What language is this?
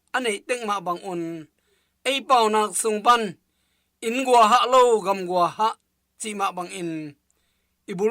Tedim Chin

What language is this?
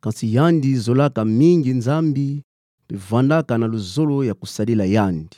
Kituba (Democratic Republic of Congo)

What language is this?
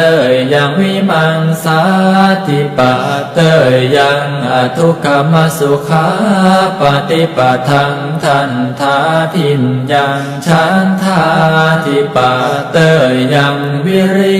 Pali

